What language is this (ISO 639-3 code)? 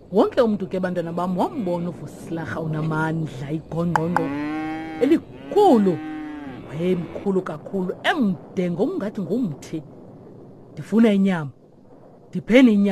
xho